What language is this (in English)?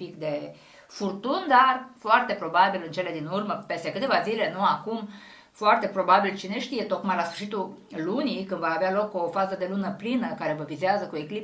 Romanian